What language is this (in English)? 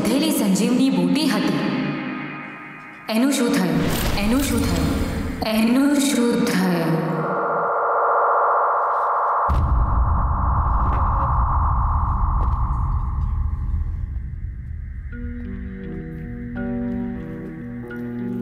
Gujarati